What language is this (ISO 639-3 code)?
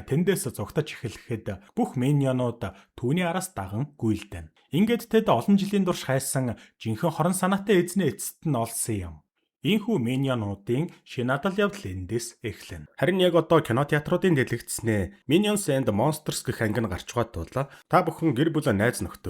mon